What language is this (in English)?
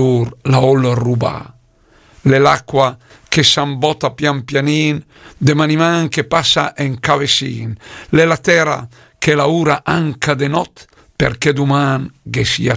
Lombard